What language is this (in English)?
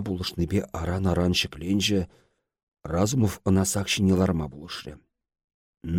Chuvash